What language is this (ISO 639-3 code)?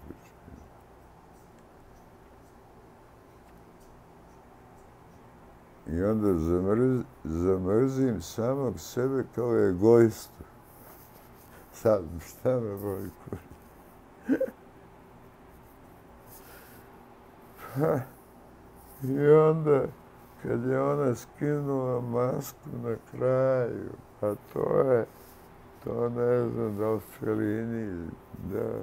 srp